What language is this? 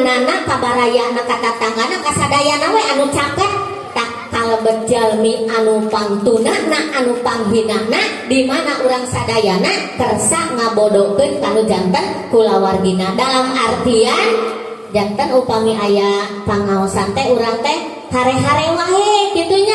Sundanese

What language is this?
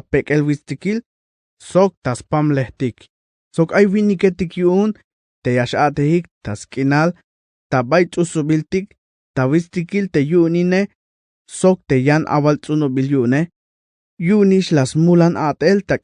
Tzeltal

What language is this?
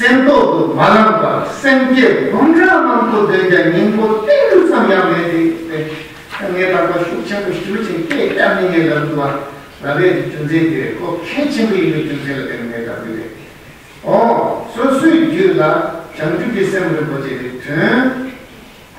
Tibetan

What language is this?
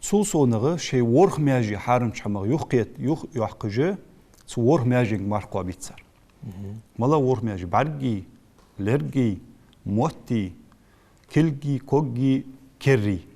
Ingush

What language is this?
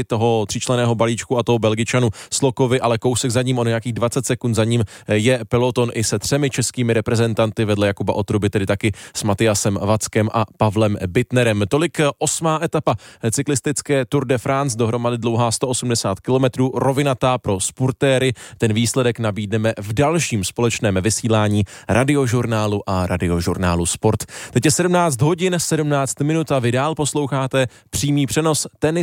Czech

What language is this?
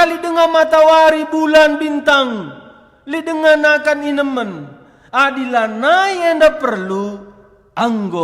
Batak Karo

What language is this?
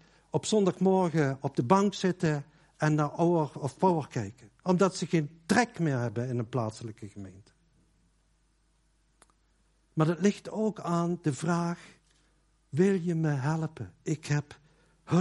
Dutch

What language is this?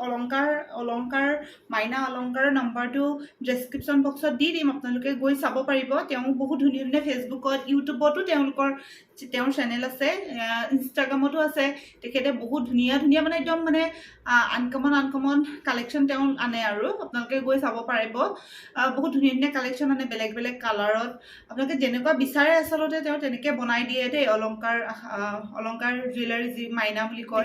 Assamese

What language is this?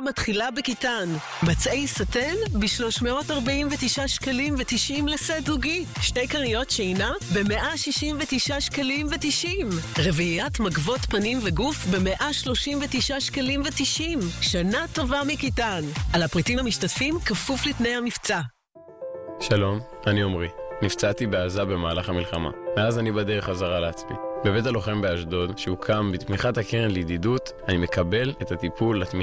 Hebrew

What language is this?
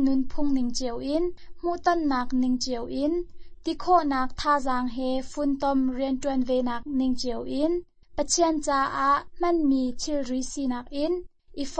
Hakha Chin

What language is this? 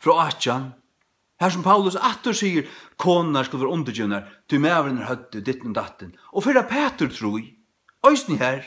Faroese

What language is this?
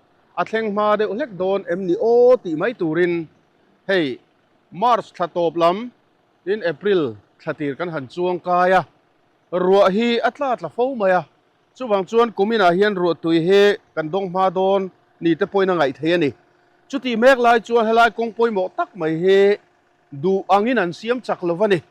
Mizo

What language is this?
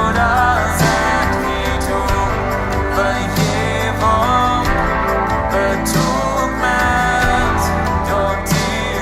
Plautdietsch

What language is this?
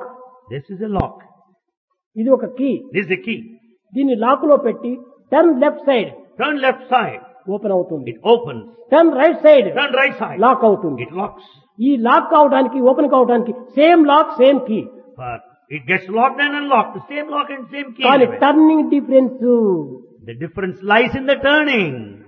Telugu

